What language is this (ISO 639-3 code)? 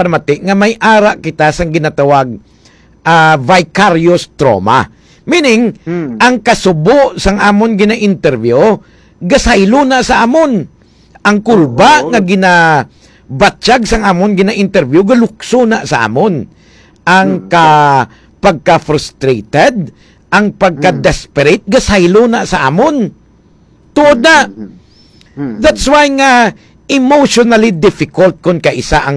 hil